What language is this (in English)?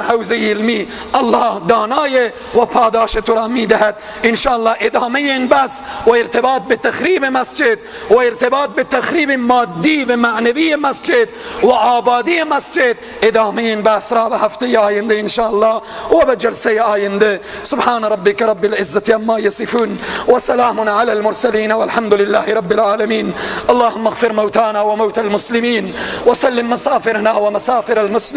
Persian